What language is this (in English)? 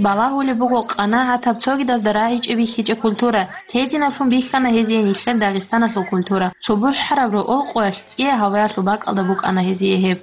Avaric